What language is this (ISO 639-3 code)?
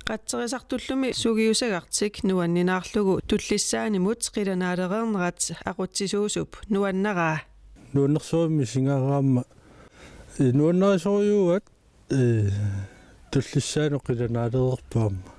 kal